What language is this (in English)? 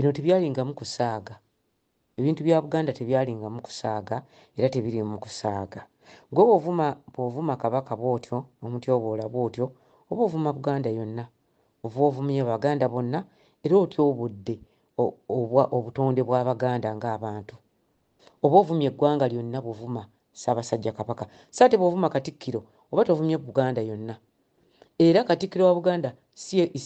Ganda